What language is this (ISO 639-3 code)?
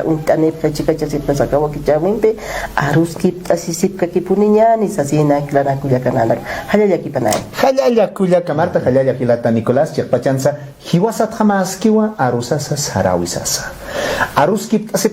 aym